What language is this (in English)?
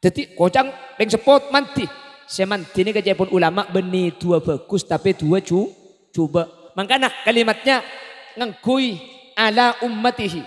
Madurese